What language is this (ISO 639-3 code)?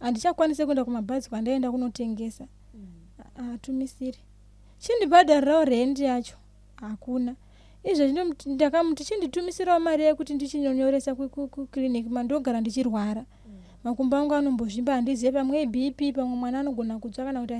sna